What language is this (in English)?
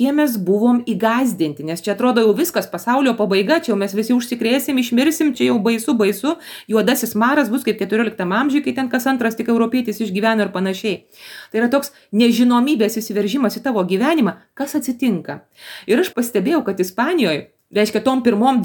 Lithuanian